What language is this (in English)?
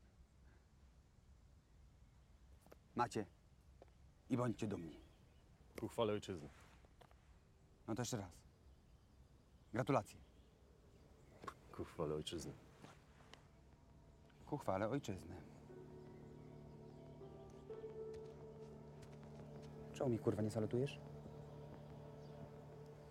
Polish